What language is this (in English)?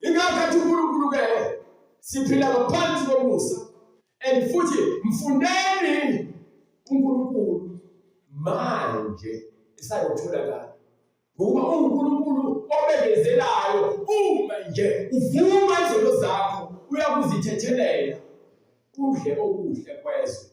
Zulu